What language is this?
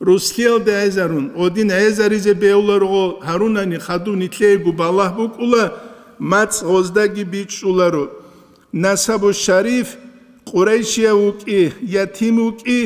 Avaric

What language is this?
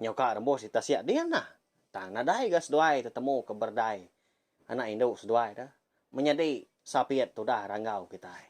Iban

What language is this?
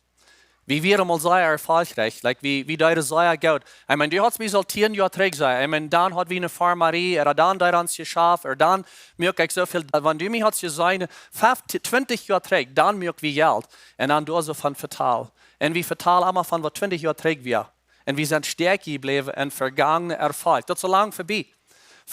Plautdietsch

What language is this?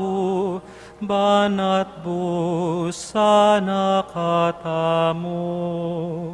Pampanga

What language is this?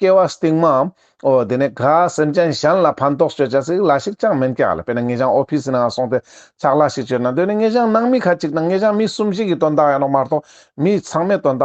Ladakhi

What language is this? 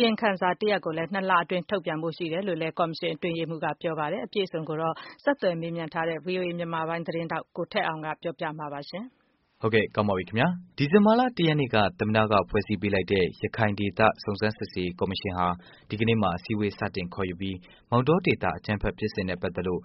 Burmese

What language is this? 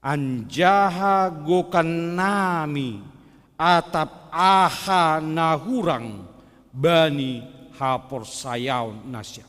Batak Simalungun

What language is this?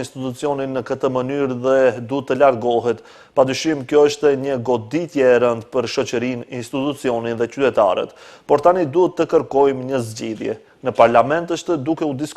Albanian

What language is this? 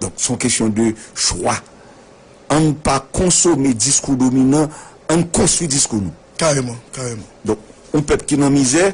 Haitian Creole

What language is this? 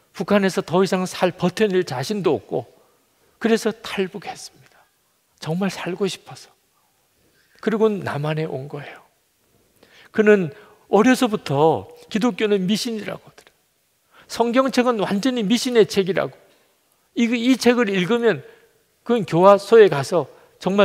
Korean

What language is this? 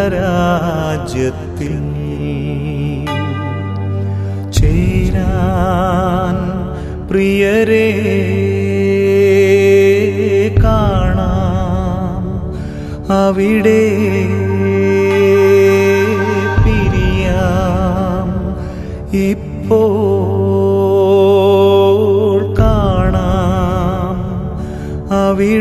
Malayalam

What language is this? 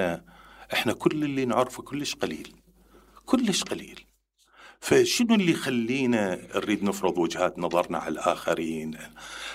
Mesopotamian Arabic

